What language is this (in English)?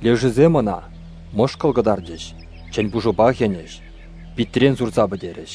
Chuvash